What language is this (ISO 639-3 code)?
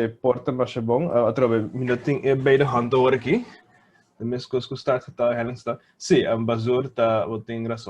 pap